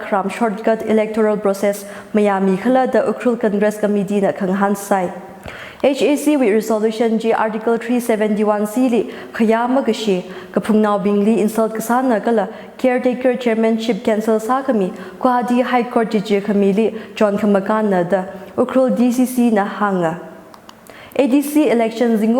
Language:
Tangkhul Naga (India)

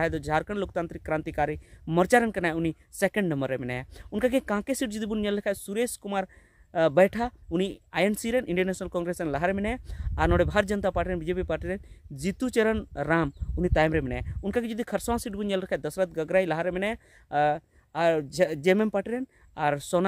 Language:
Santali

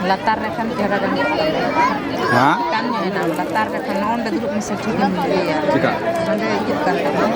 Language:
Santali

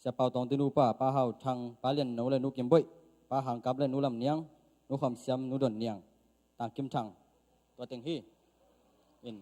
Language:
Tedim Chin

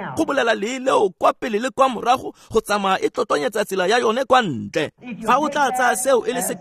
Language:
Tswana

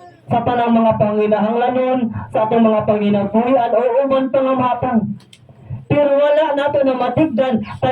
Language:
Cebuano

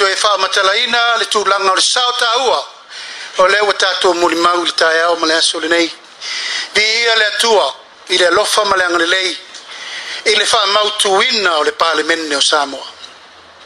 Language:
Samoan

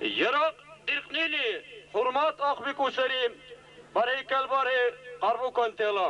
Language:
Dargwa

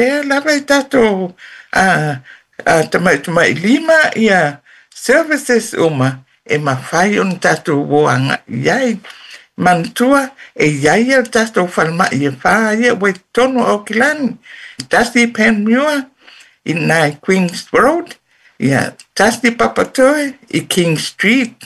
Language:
Samoan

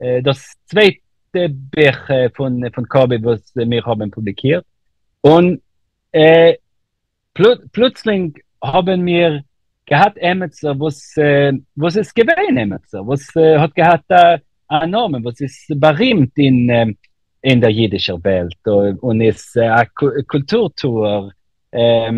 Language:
Yiddish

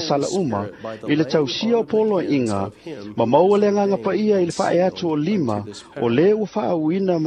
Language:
Samoan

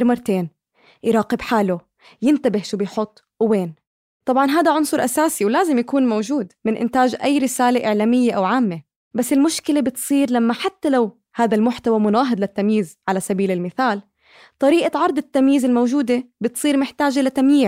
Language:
North Levantine Arabic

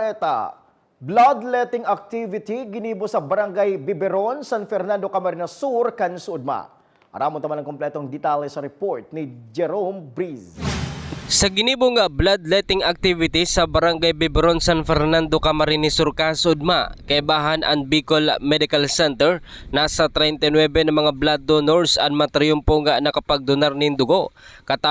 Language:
Bikol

